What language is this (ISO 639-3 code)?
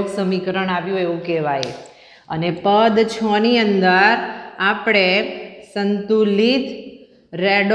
guj